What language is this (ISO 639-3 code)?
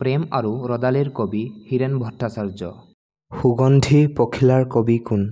asm